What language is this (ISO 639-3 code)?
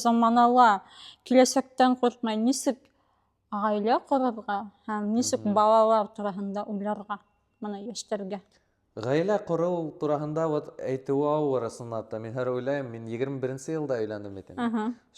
bak